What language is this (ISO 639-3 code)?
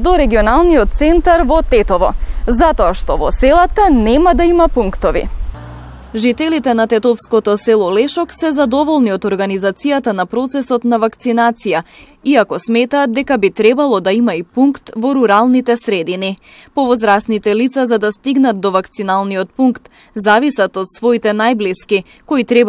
mkd